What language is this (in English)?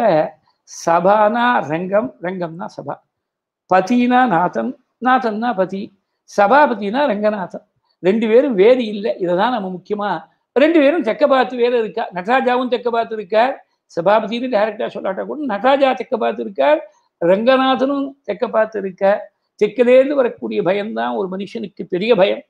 Tamil